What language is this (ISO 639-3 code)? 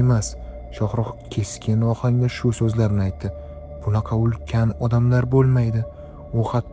uzb